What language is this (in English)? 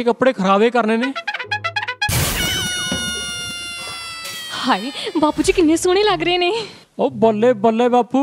Punjabi